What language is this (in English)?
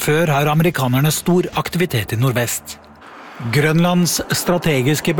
Norwegian